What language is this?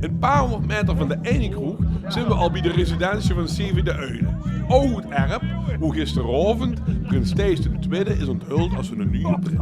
Limburgish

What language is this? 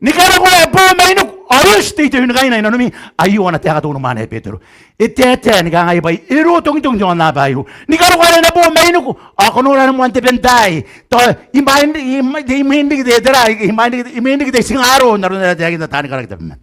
Gilbertese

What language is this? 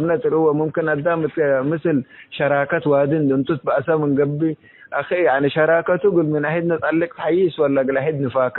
Tigre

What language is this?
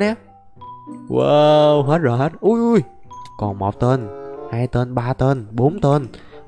Vietnamese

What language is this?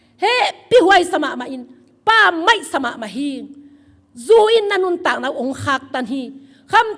Tedim Chin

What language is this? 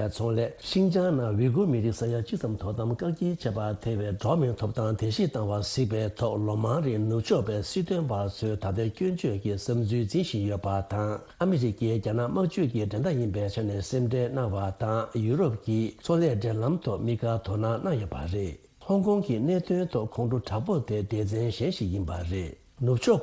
Tibetan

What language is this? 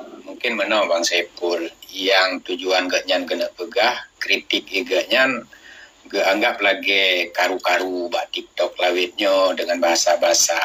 Achinese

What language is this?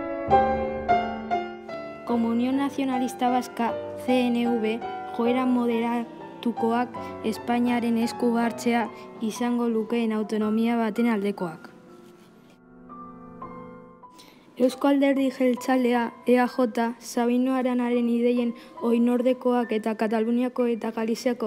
Basque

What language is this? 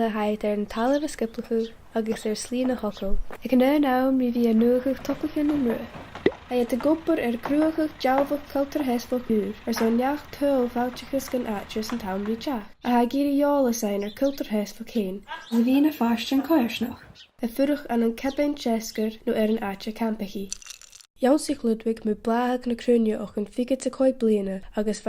Scottish Gaelic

